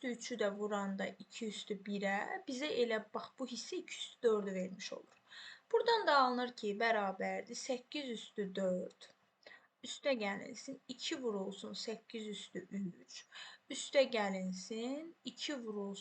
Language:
Azerbaijani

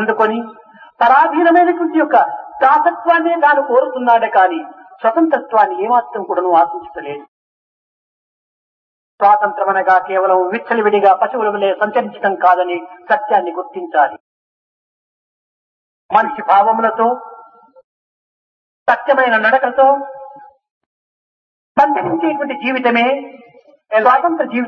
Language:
Telugu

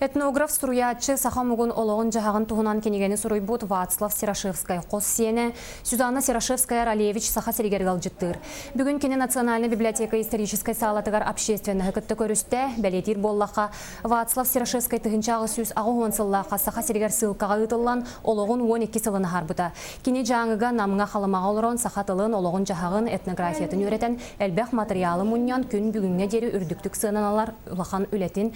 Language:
Yakut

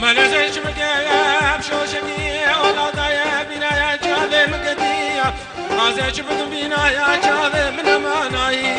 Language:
Kurdish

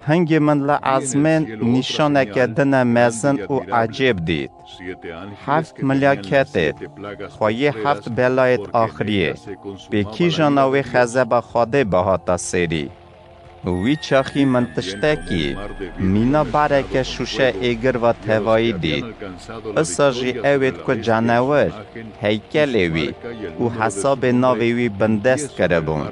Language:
Kurdish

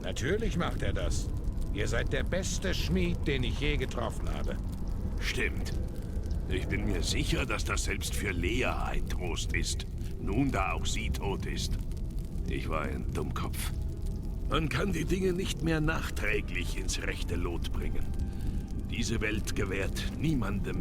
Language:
Swiss German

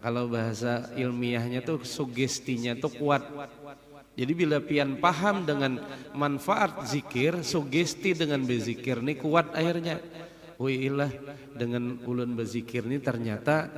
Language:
Banjar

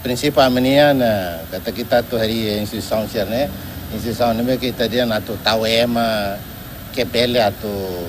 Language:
Tetum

